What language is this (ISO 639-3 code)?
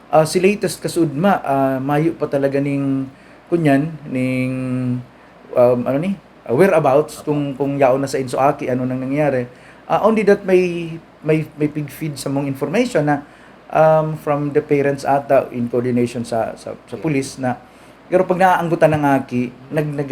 bik